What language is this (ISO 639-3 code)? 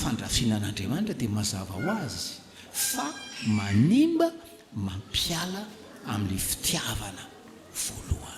mlg